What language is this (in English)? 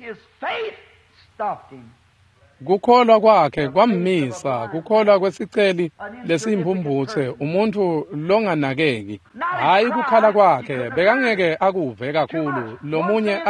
Swati